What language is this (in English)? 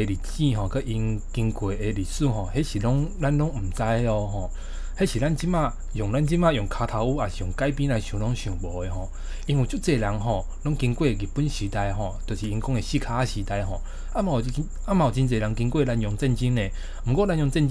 Min Nan Chinese